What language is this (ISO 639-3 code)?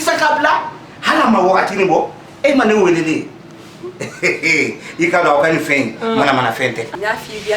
bam